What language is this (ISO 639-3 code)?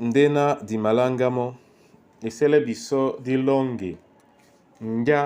dua